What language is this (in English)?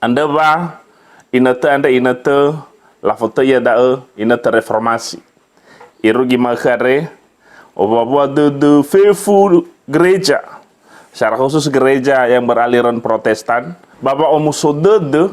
Nias